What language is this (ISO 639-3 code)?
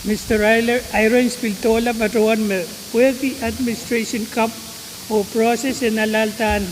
pon